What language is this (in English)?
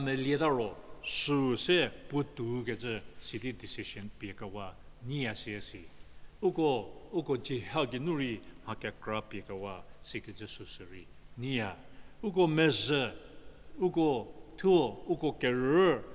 Angami Naga